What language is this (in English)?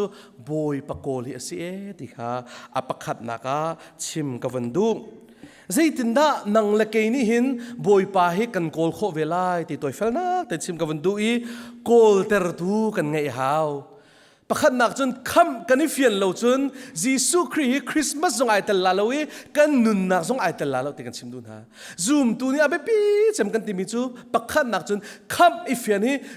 Hakha Chin